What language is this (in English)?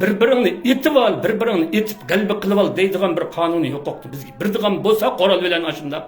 Uyghur